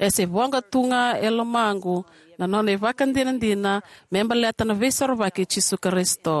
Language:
Fijian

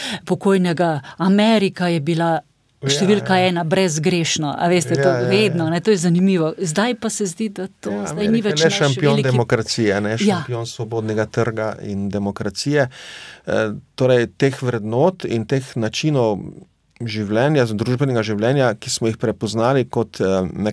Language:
Slovenian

